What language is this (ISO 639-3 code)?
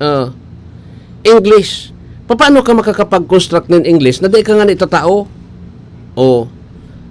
bik